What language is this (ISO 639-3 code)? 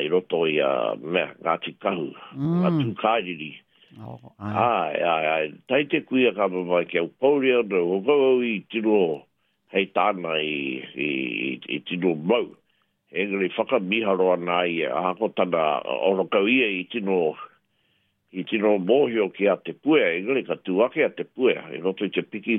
mri